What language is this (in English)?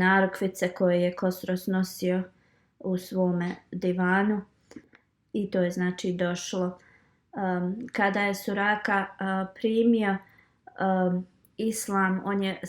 Bosnian